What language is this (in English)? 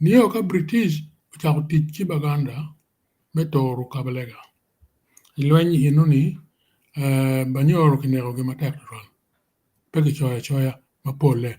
Acoli